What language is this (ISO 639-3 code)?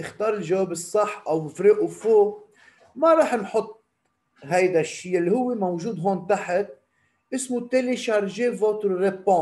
apc